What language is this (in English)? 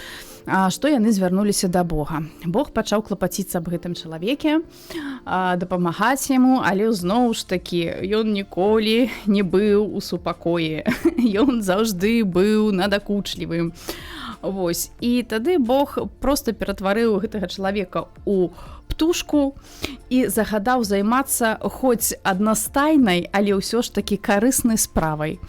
Belarusian